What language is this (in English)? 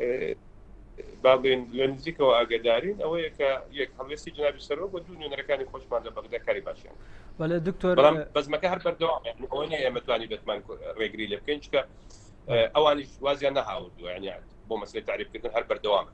Central Kurdish